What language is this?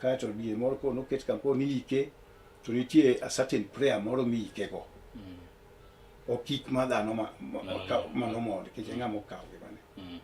Luo (Kenya and Tanzania)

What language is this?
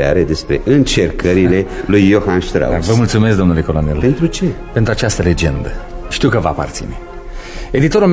Romanian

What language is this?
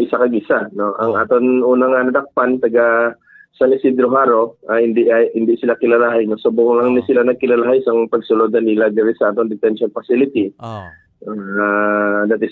Hiligaynon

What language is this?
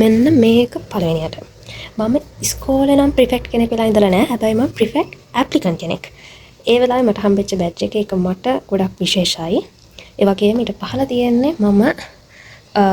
Sinhala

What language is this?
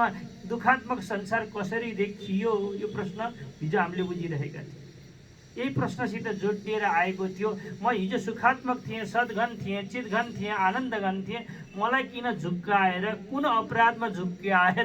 Nepali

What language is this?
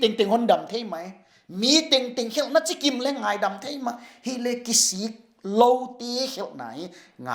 Paite Chin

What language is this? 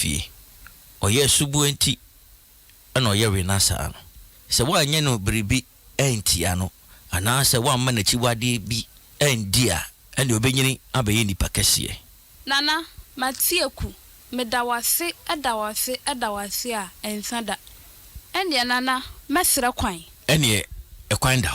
Akan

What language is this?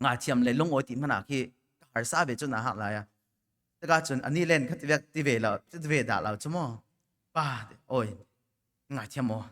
Falam Chin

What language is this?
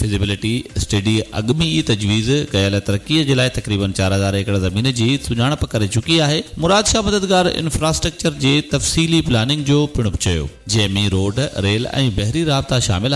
Sindhi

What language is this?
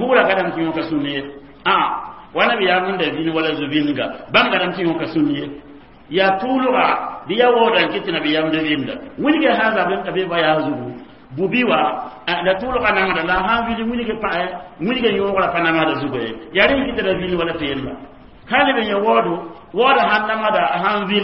Mossi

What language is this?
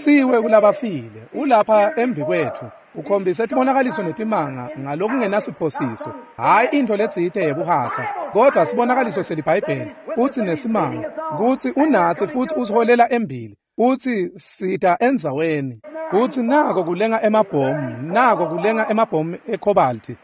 Swati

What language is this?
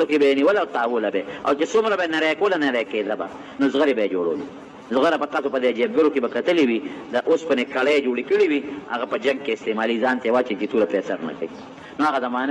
Pashto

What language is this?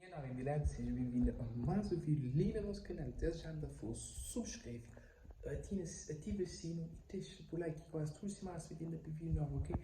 Kabuverdianu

